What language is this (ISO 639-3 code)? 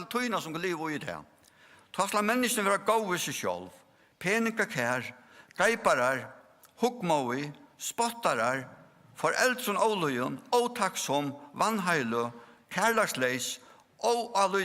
fao